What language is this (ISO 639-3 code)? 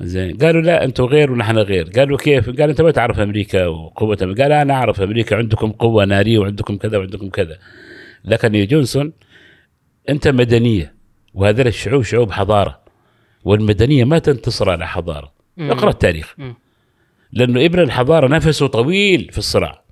afb